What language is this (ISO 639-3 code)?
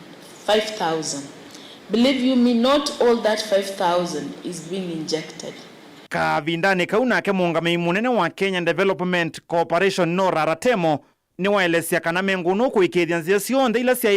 kam